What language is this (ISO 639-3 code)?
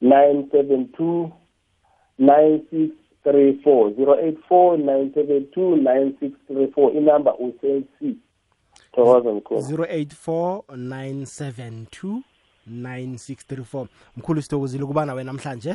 nbl